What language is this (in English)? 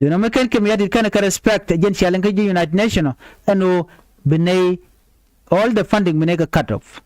Nuer